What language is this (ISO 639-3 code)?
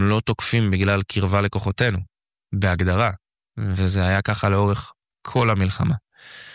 heb